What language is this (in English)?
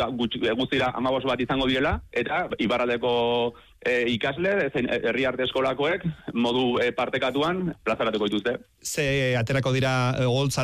Basque